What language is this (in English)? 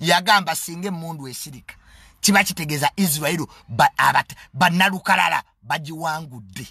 Ganda